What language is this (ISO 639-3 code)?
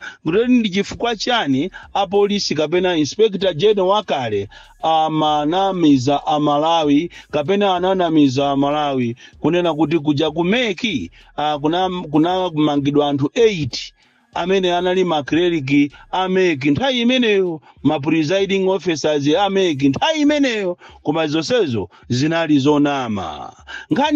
nya